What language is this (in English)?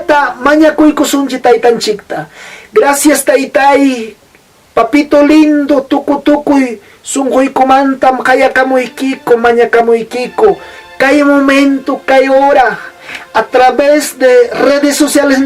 Ayacucho Quechua